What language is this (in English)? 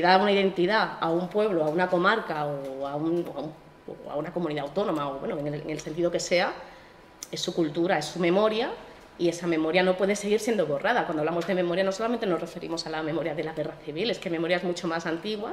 Spanish